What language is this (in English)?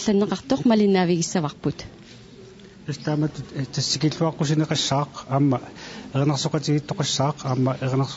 Kalaallisut